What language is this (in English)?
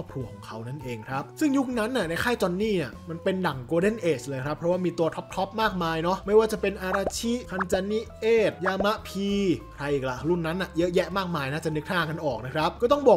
Thai